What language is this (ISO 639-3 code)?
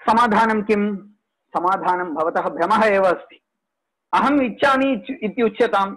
san